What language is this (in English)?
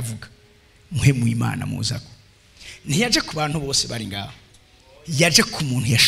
Rundi